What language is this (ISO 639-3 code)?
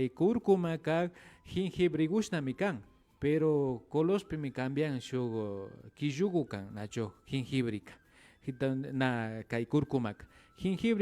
qvi